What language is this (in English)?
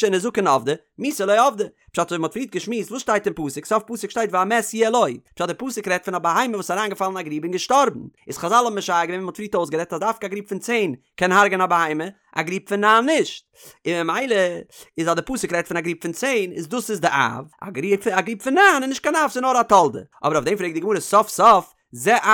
Yiddish